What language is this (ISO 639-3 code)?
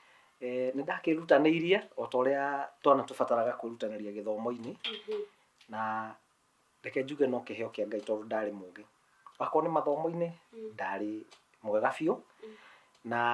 kik